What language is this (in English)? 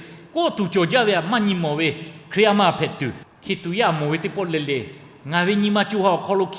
Lahu